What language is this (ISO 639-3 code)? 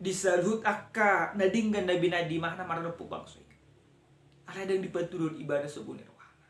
bbc